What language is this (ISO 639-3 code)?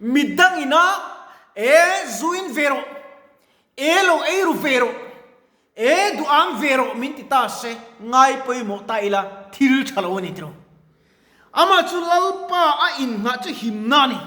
lus